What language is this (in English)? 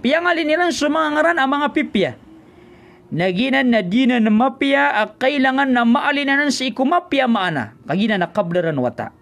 Maranao